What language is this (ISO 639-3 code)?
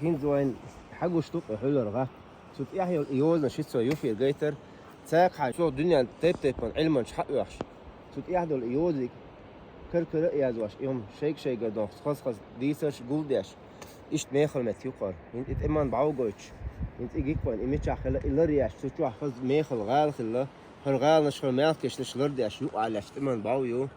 che